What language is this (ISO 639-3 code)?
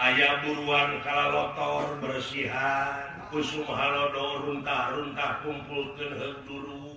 sun